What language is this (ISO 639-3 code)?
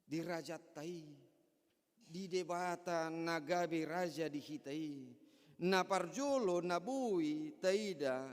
bbc